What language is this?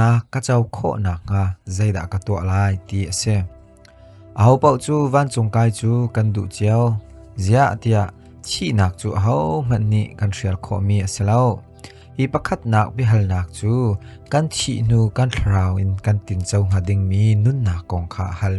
Hakha Chin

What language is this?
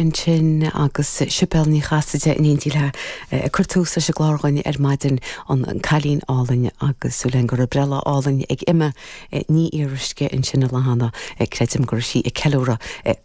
Irish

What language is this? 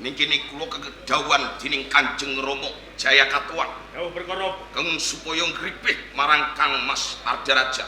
Javanese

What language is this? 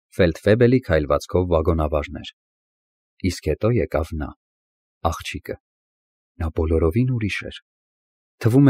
Armenian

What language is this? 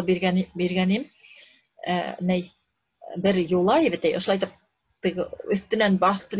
Bashkir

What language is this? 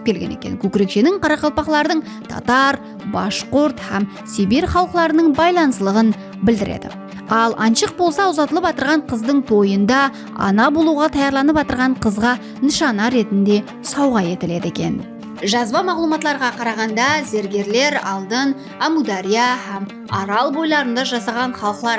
Kara-Kalpak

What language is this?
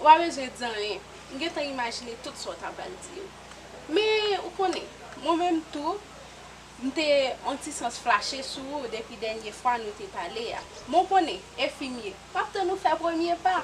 Haitian Creole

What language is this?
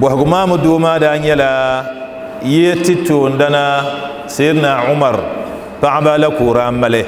Dagbani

